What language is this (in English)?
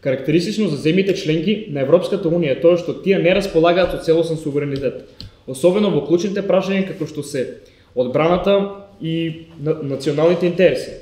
Macedonian